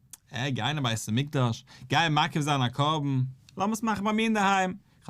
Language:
Yiddish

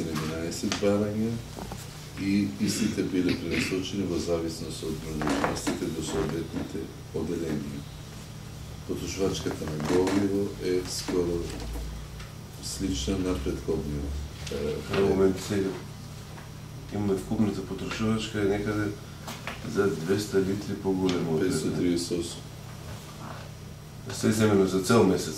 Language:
Macedonian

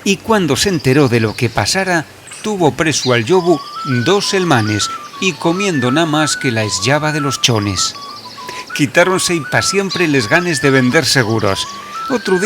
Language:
Asturian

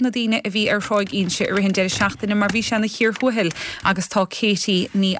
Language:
Irish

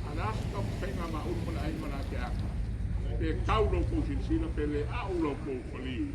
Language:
Samoan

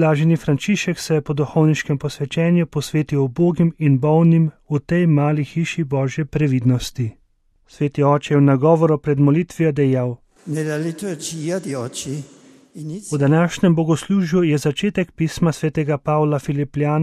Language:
Slovenian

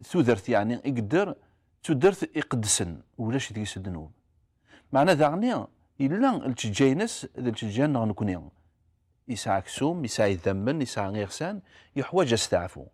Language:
Kabyle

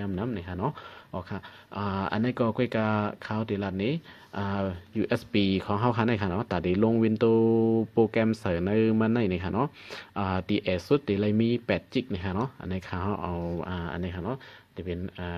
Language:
Shan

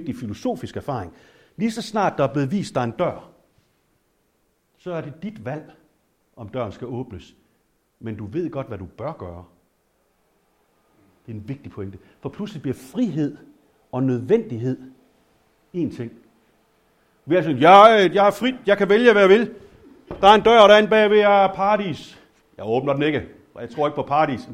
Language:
Danish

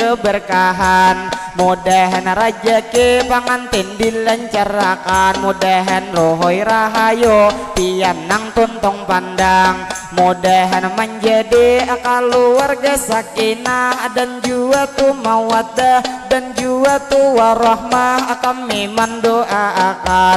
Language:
Banjar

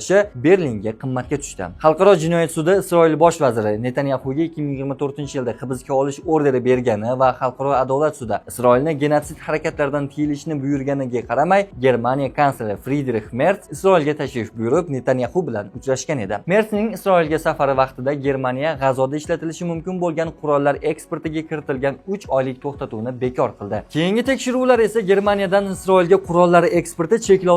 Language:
Uzbek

